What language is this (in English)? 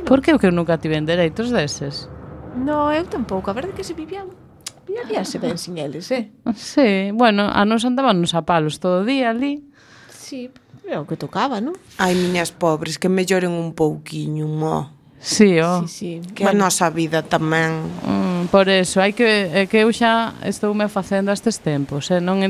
Galician